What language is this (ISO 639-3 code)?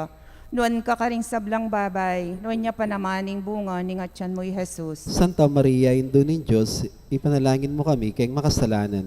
pam